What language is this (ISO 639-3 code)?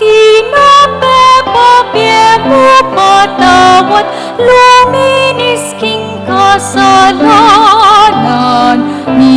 pam